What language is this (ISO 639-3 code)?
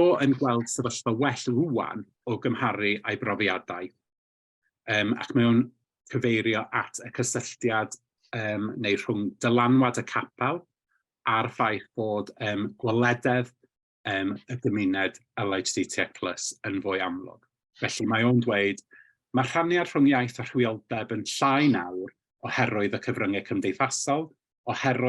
cym